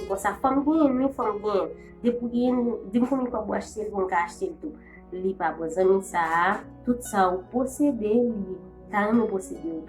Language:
Haitian Creole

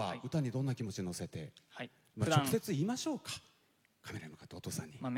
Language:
Japanese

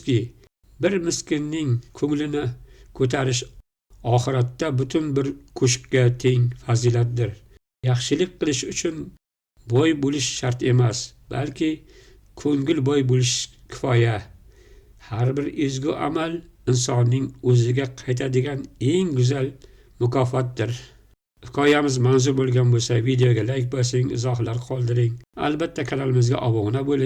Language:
Uzbek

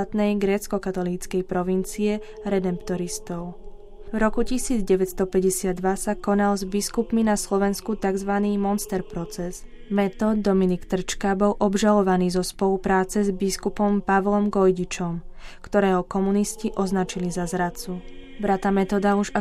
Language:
Slovak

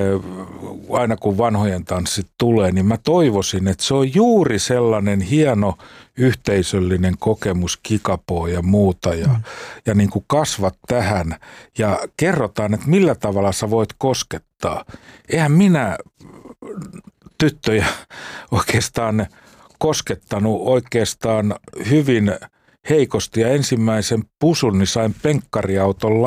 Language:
Finnish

